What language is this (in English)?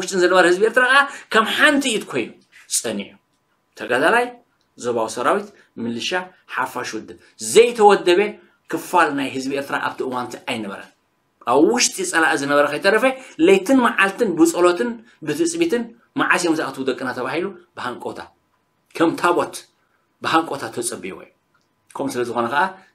Tigrinya